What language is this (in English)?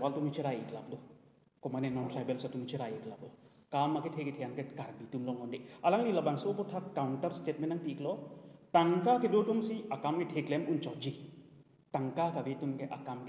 Karbi